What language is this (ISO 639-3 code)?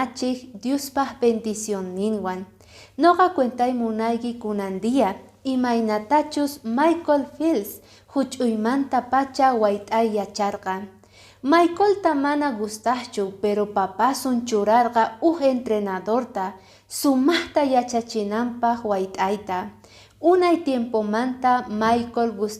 que